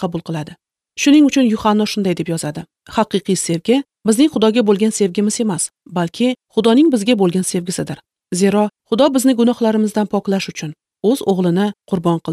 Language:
Uzbek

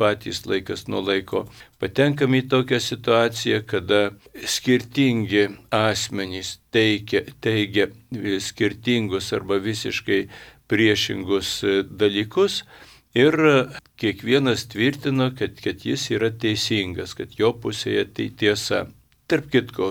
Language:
Lithuanian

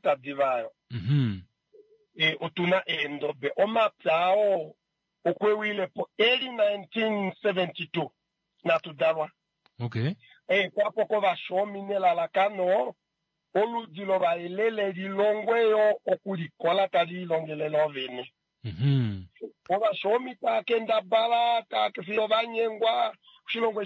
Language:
Kuanyama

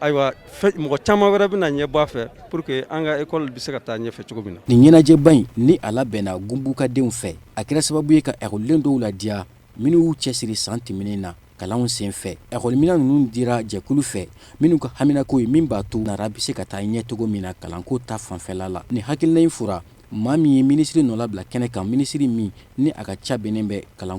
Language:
Bambara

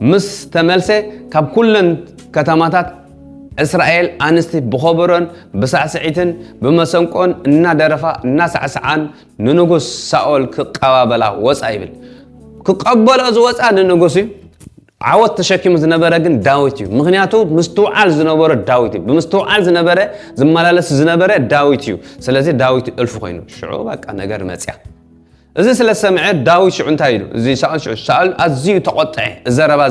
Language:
Tigrinya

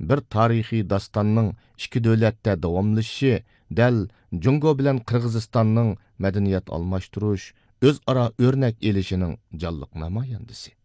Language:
Uyghur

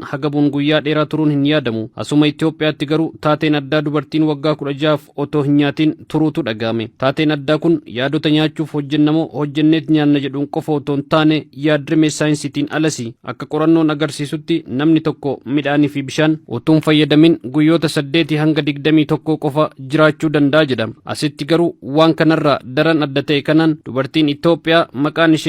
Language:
Oromo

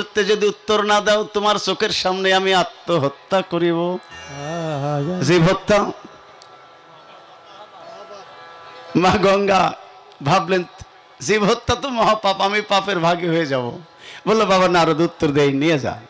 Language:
Bangla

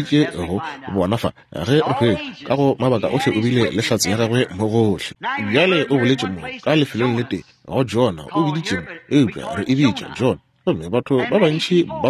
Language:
Northern Sotho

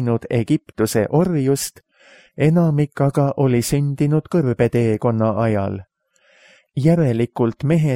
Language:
Estonian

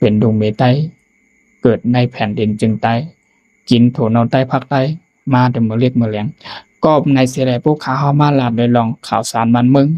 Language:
Shan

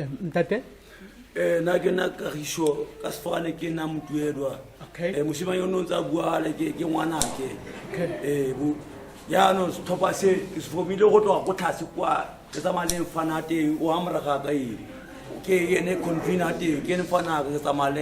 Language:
Tswana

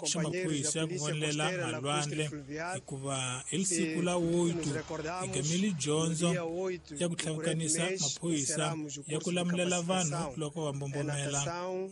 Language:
Tsonga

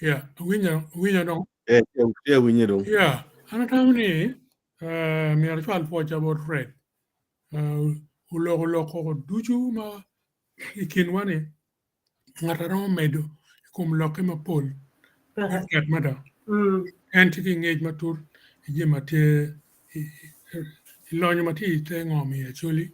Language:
Acoli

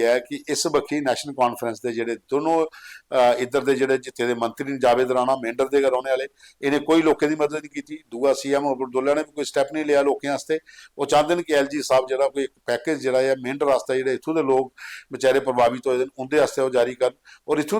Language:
Dogri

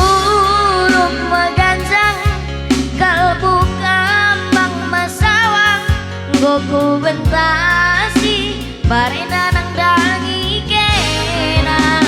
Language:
Batak Karo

